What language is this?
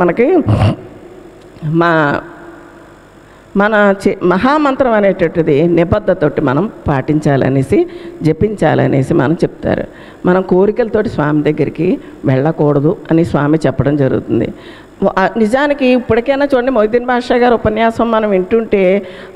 Telugu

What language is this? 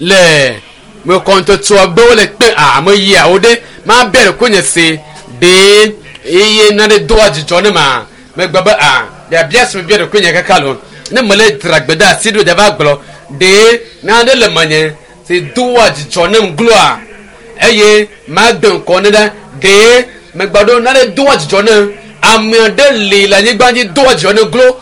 Ewe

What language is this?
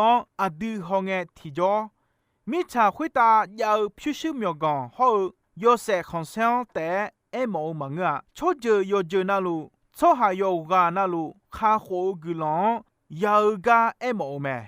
Akha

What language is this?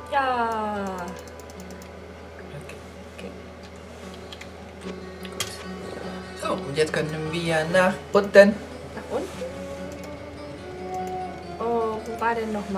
German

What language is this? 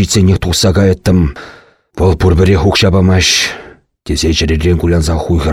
Chuvash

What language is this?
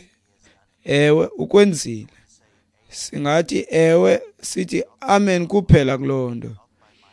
Xhosa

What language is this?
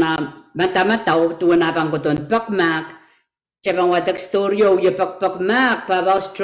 Pohnpeian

